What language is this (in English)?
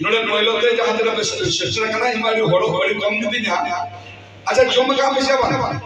Santali